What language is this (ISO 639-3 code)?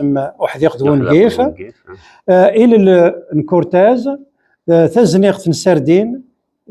kab